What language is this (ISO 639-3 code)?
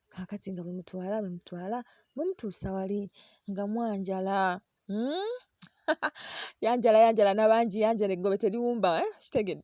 lug